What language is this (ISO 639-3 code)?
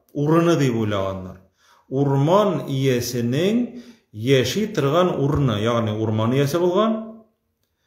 tat